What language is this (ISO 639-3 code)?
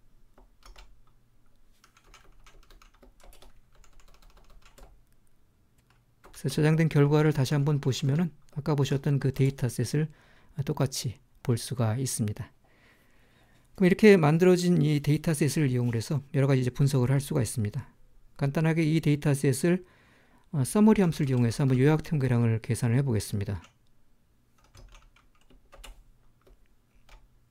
kor